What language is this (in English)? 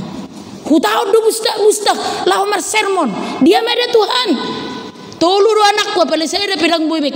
Batak Toba